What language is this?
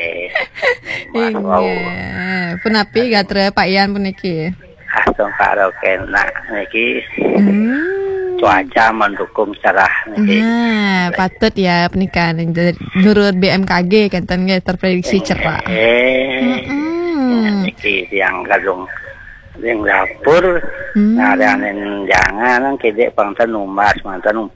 Balinese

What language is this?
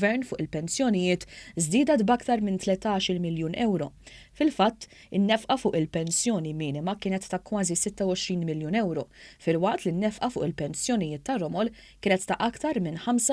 Maltese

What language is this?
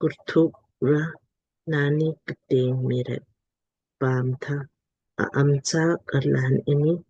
Lamkang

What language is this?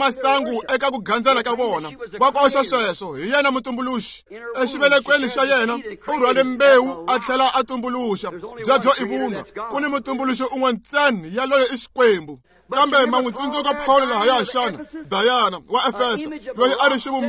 Tsonga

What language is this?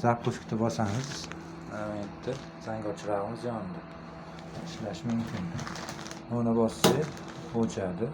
Uzbek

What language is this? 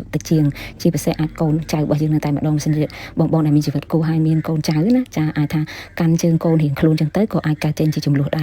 Khmer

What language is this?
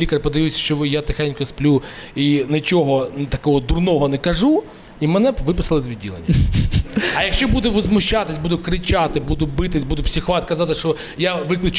Ukrainian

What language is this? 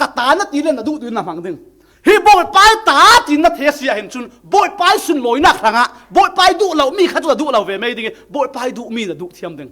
Falam Chin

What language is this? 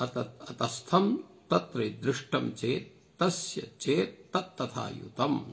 Sanskrit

